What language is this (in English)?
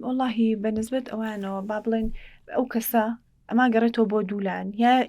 Central Kurdish